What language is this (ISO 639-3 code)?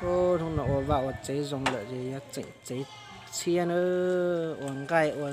hmn